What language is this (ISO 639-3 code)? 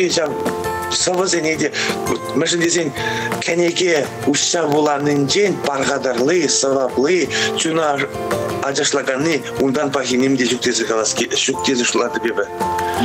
chv